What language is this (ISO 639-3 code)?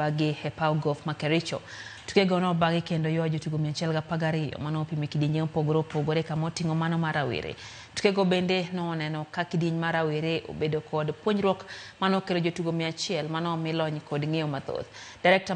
luo